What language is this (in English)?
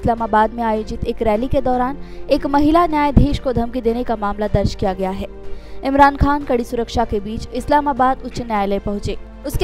Hindi